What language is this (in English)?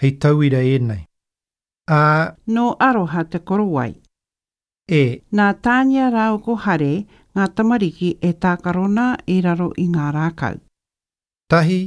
Māori